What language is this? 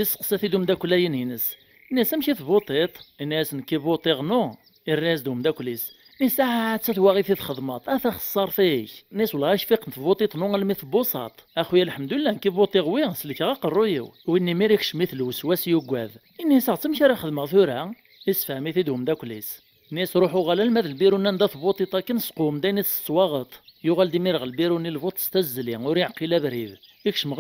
Kabyle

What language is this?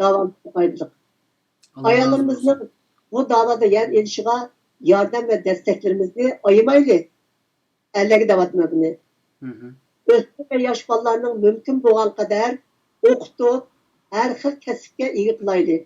Uyghur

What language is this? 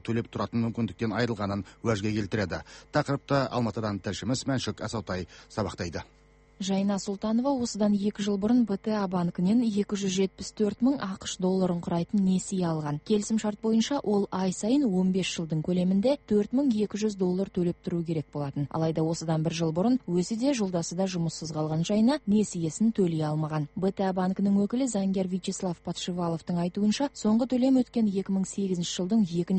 Kazakh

